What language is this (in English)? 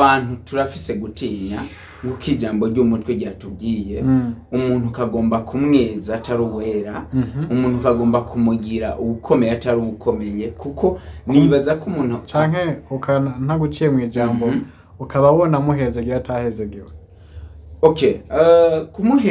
Rundi